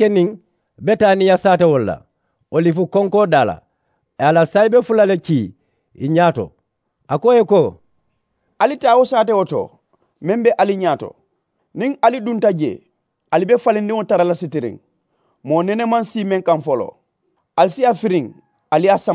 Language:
Mandingo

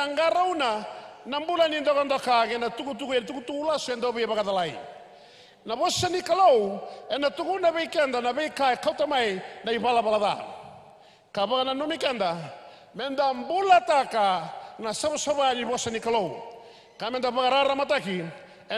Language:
Fijian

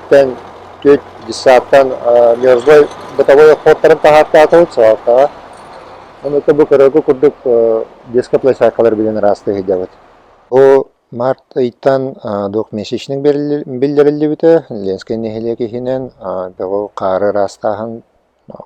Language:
Yakut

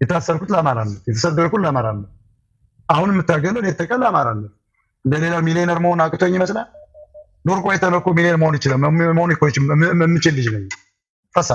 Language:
Amharic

